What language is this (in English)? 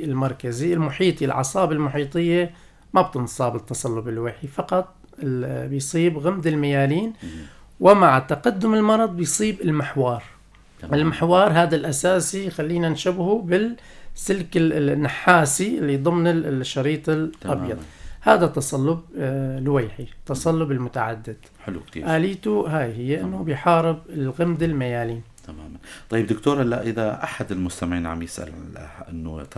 North Levantine Arabic